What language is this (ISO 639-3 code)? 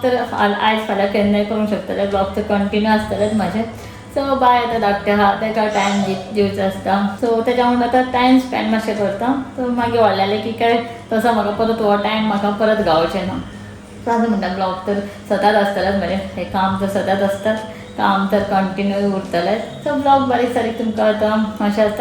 kok